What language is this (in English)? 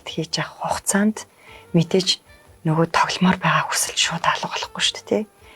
Mongolian